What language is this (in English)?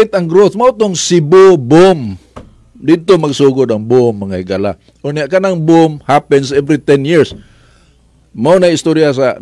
Cebuano